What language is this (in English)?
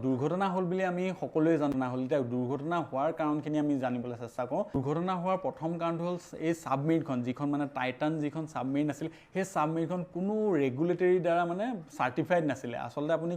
Assamese